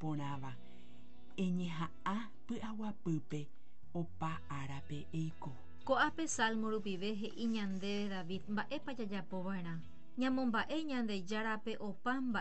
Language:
Guarani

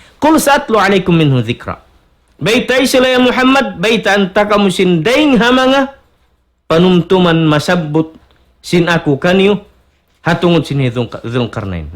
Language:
Tausug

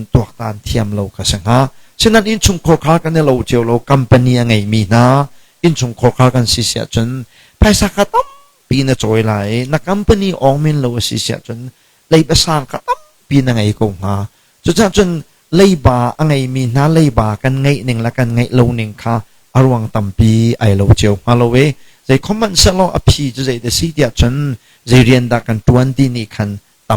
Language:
Hakha Chin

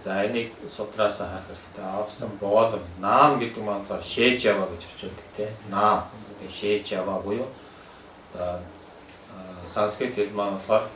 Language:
Mongolian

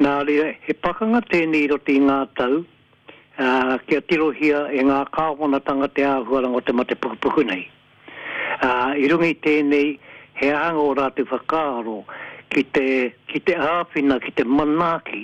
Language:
Māori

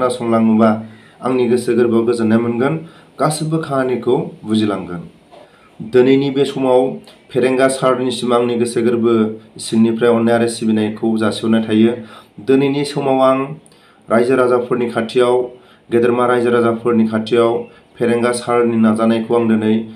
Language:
Bodo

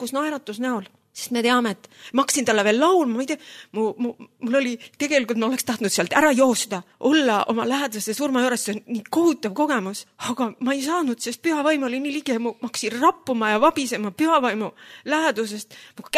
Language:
Estonian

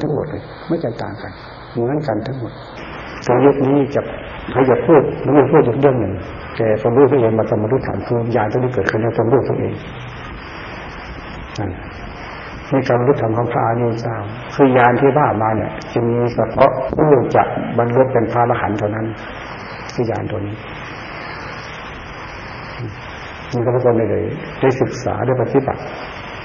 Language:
Thai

